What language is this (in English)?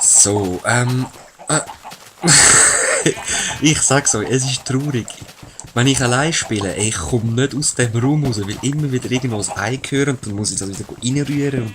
Swiss German